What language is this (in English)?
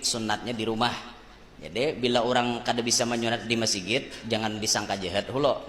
Banjar